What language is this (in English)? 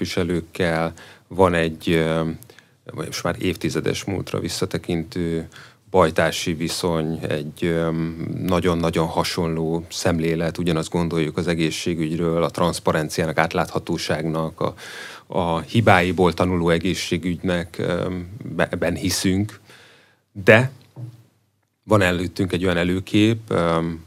Hungarian